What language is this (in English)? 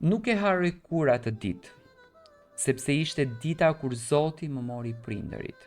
Albanian